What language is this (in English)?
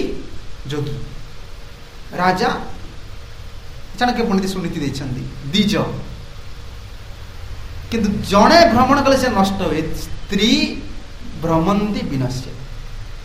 Odia